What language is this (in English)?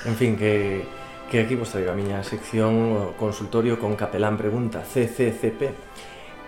Galician